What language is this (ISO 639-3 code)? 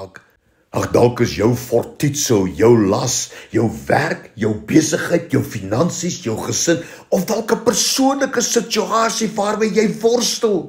afr